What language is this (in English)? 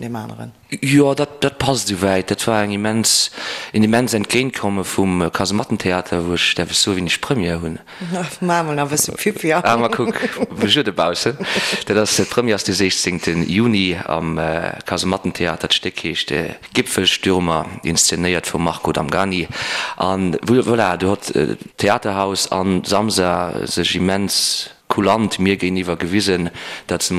Luxembourgish